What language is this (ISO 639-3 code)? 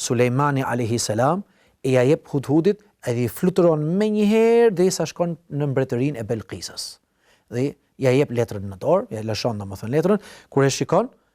sqi